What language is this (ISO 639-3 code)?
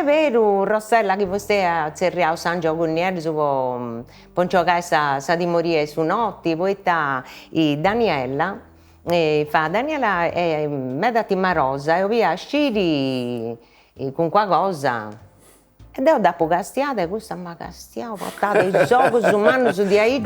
srd